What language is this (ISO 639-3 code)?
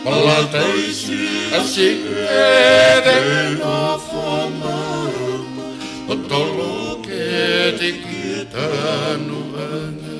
ton